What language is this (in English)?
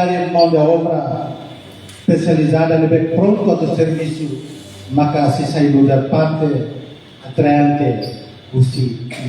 Tetum